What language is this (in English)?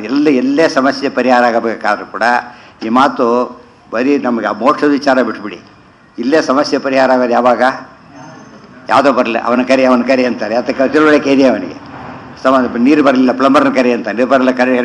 Kannada